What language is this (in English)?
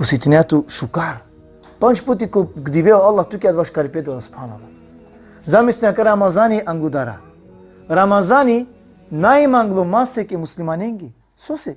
Balkan Romani